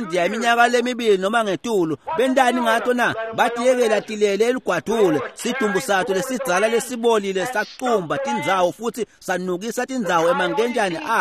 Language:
Swati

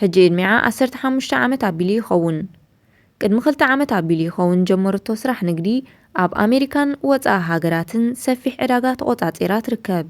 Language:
Tigrinya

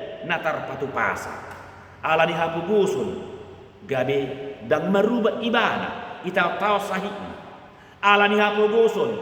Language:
Batak Toba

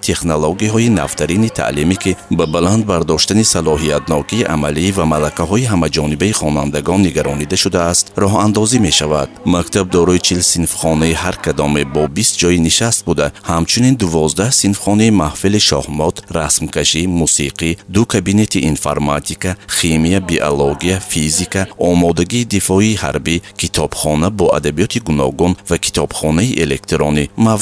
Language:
Tajik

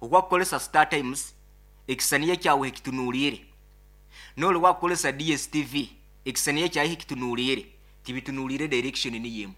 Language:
Nyoro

